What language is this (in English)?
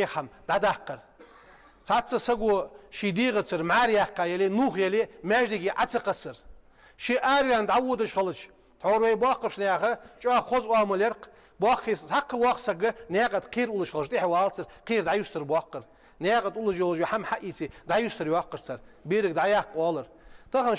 Ingush